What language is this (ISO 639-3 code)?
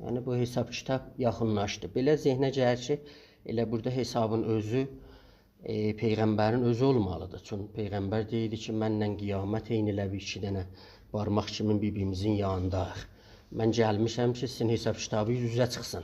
azb